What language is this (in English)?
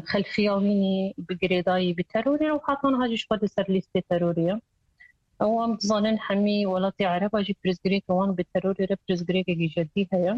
Kurdish